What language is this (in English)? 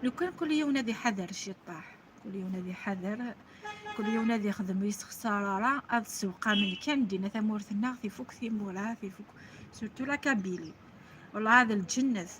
Kabyle